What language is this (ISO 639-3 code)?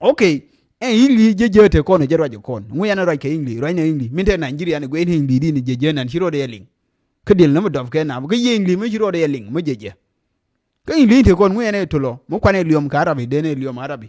nus